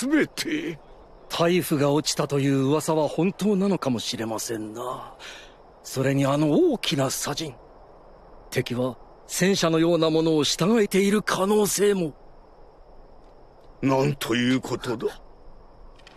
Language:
Japanese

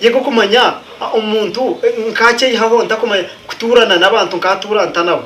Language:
Nyankole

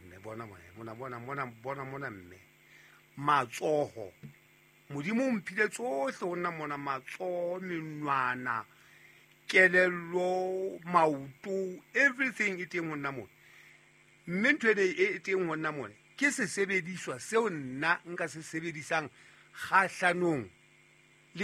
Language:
Southern Sotho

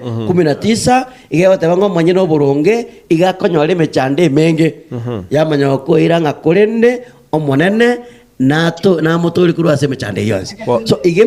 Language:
Gusii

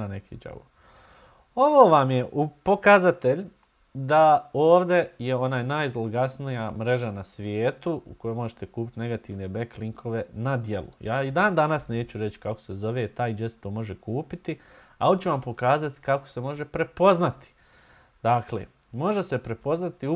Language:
Bosnian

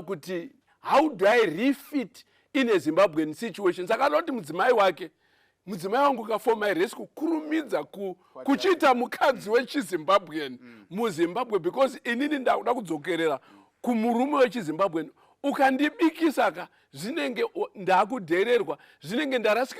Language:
Shona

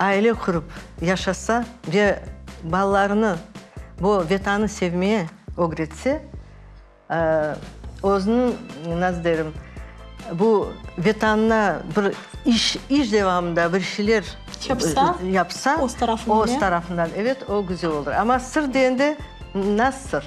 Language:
Crimean Tatar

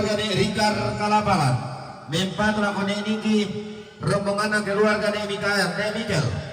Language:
Toraja-Sa'dan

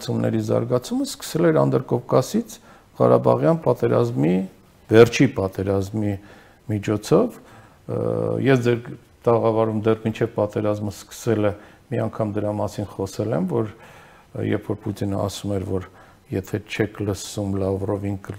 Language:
Armenian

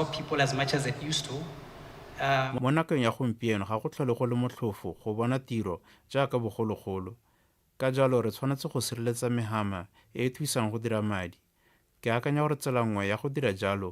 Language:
Tswana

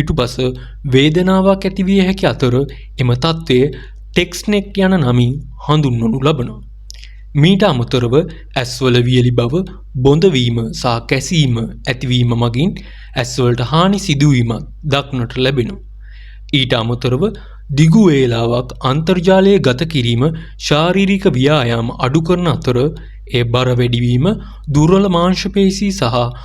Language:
Sinhala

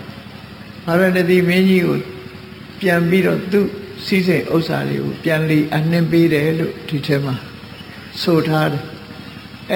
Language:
Burmese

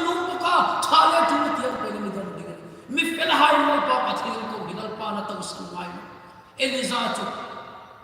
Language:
Hmar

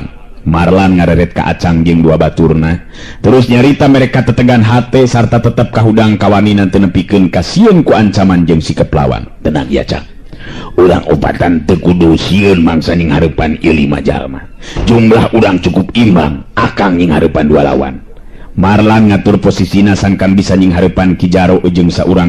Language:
Sundanese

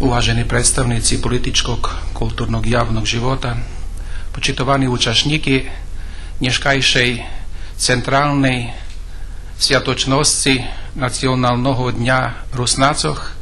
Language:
Rusyn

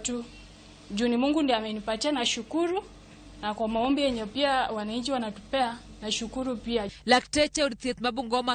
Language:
Luo (Kenya and Tanzania)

